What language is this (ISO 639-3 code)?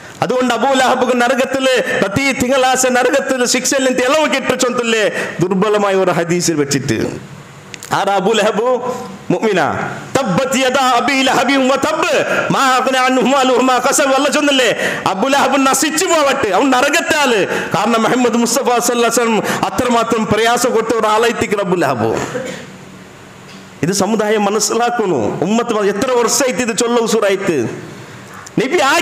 mal